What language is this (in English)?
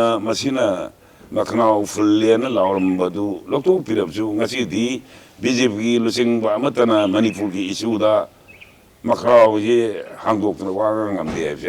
Manipuri